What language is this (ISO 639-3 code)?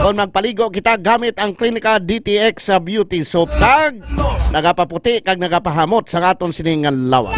hil